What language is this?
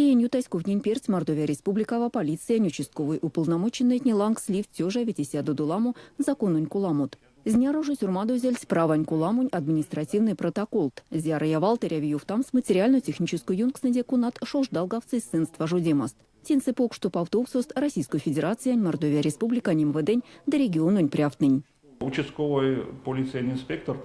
Erzya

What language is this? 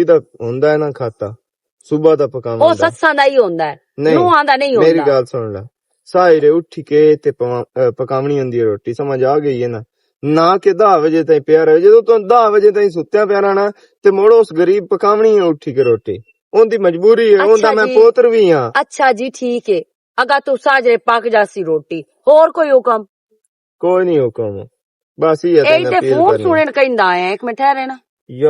Western Panjabi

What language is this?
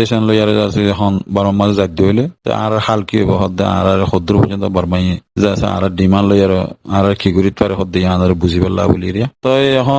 Rohingya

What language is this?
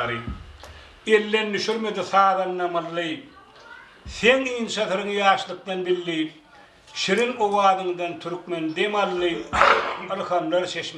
Turkmen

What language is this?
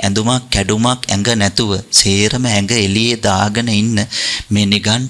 Sinhala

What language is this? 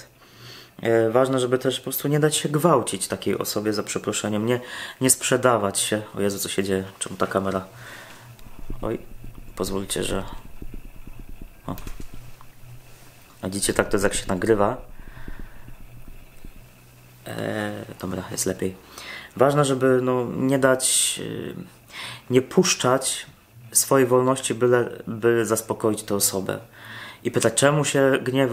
Polish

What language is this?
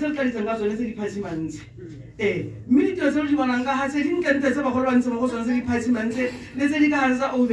Tswana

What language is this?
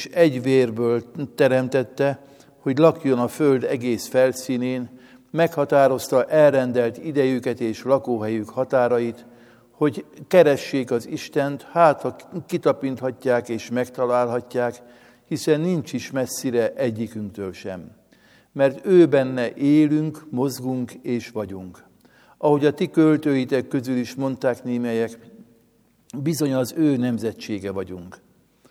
Hungarian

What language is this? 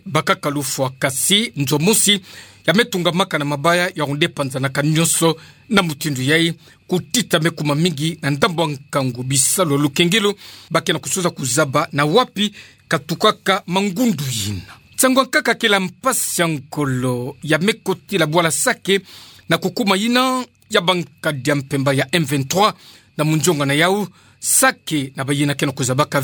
Kituba (Democratic Republic of Congo)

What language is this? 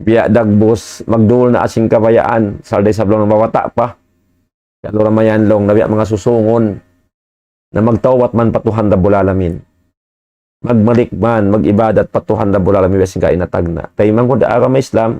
Tausug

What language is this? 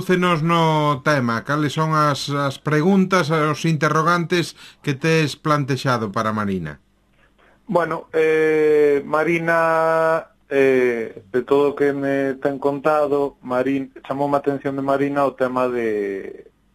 Galician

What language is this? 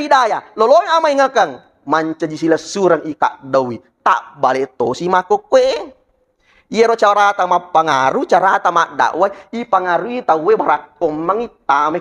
Buginese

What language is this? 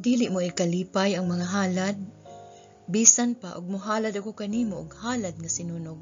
Cebuano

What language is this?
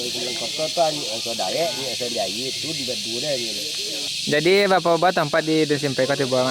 Minangkabau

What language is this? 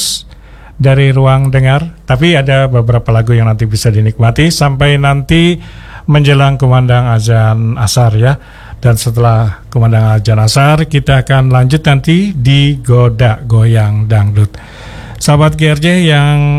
Indonesian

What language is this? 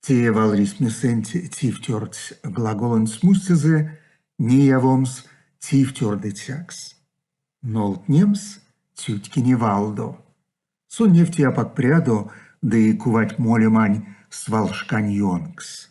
Erzya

